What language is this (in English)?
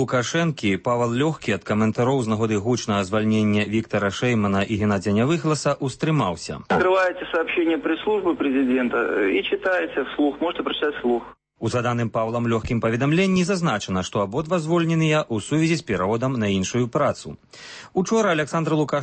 Belarusian